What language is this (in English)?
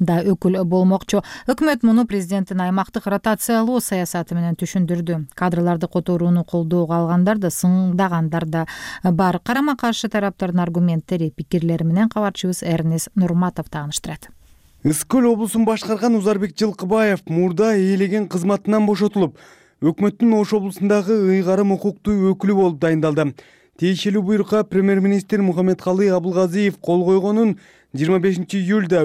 Kyrgyz